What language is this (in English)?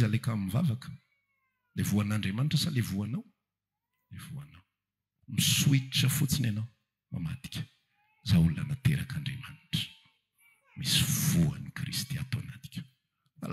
Malagasy